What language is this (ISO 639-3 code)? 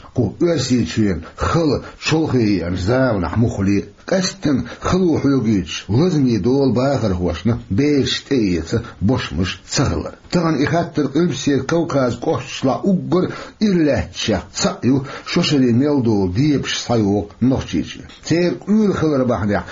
che